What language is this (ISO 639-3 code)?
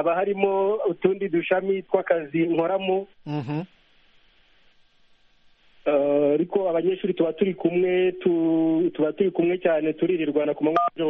kin